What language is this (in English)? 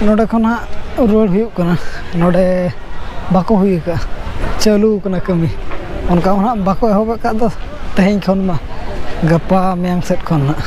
Santali